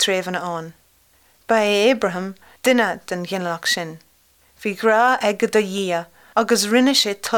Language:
Irish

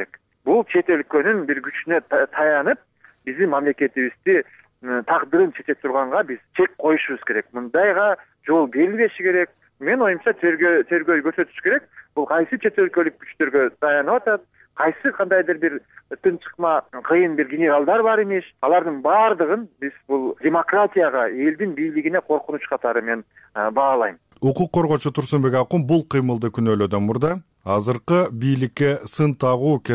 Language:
Kyrgyz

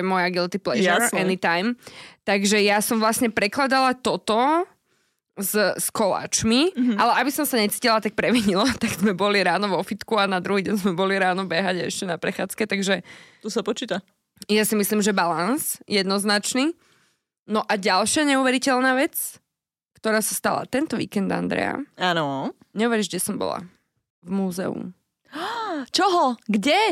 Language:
Slovak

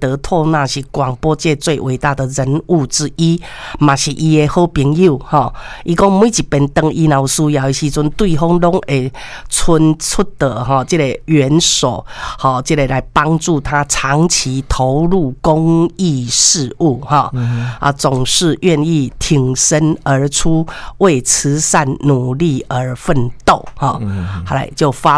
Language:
Min Nan Chinese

